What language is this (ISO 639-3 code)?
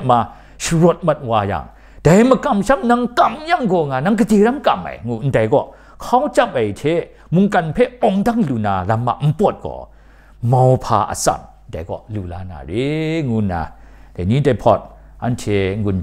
kac